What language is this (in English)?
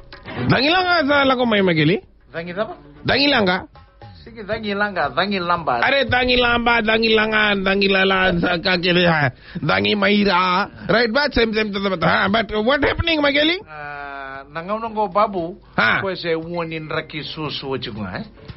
Fijian